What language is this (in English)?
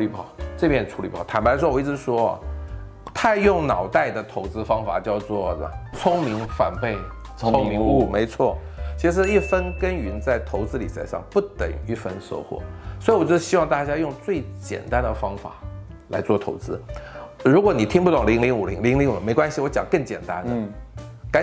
Chinese